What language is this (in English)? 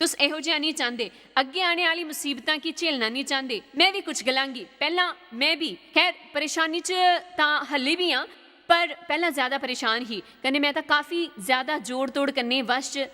Dogri